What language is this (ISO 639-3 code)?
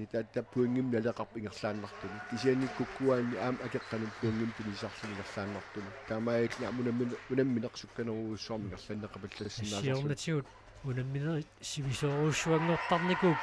kal